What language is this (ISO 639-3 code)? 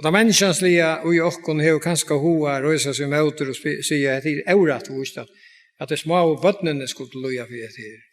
fao